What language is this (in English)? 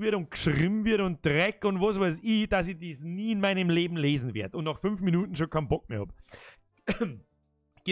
Bavarian